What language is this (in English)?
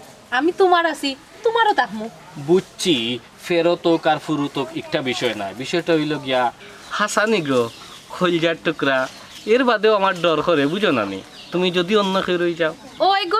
Sylheti